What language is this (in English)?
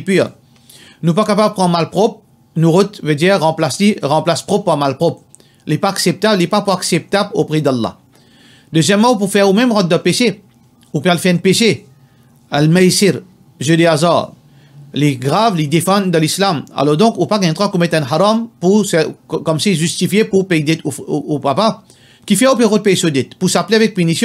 Morisyen